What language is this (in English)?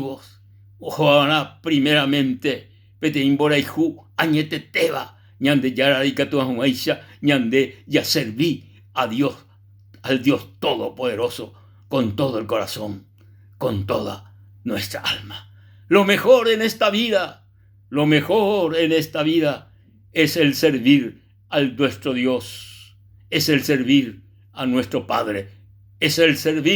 Guarani